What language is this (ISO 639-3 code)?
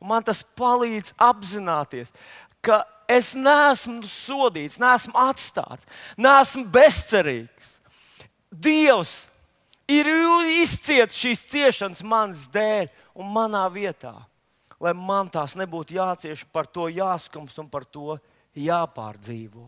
lav